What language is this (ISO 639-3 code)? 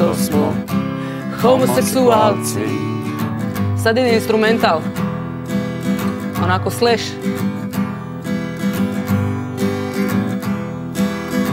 hrv